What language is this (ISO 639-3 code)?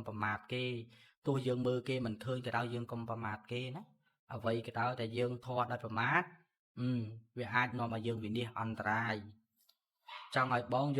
khm